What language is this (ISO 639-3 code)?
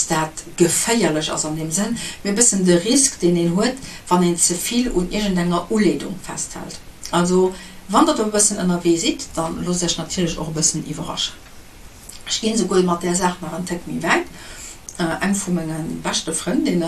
ltz